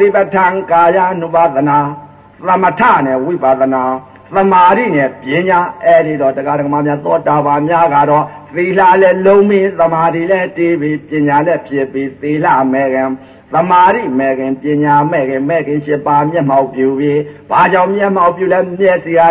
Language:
Burmese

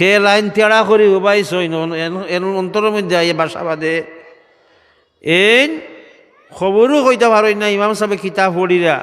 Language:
Sylheti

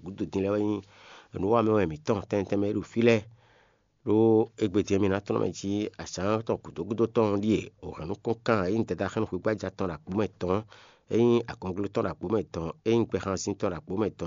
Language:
Fon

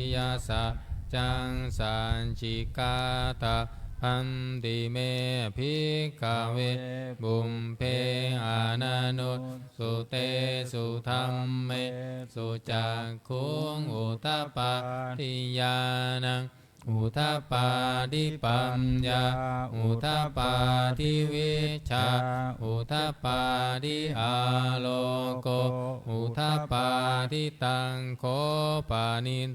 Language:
Pali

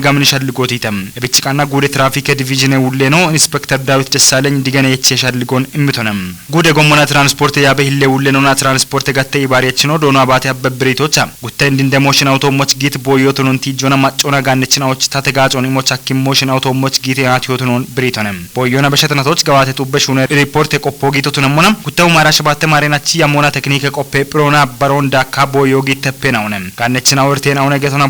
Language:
Kafa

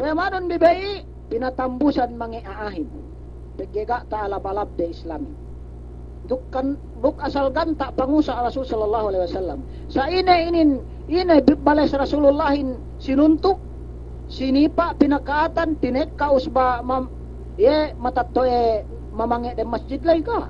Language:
Yakan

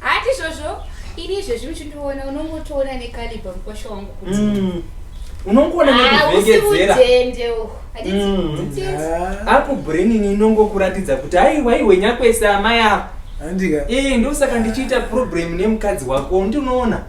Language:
Shona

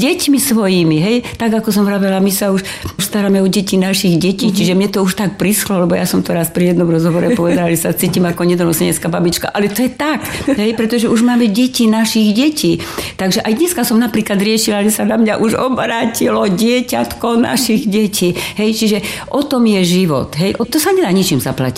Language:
Slovak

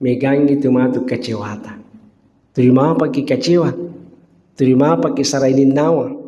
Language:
Buginese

